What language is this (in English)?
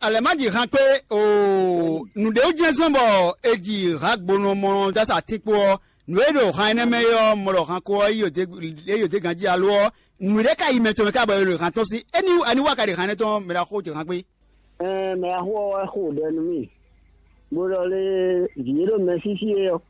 Fon